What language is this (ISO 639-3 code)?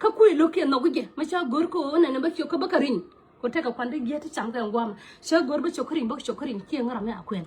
nus